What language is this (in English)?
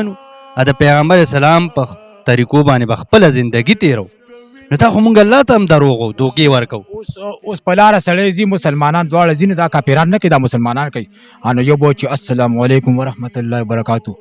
Pashto